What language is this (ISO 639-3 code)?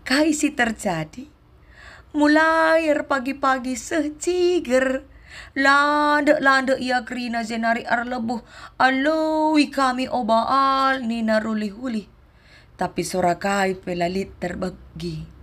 btx